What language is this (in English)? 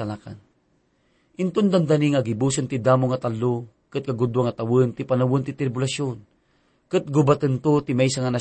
Iloko